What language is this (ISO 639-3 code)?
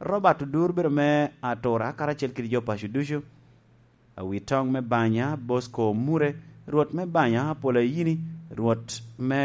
laj